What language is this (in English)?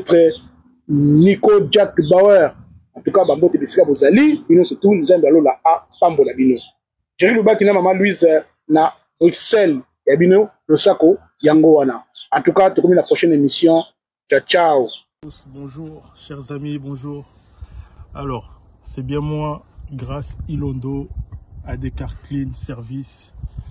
Lingala